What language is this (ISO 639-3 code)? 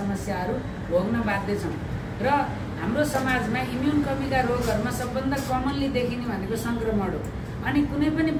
nep